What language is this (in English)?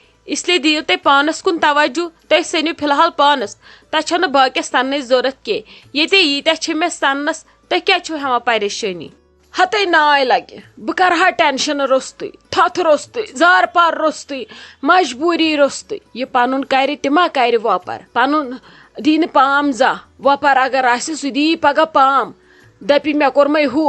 Kashmiri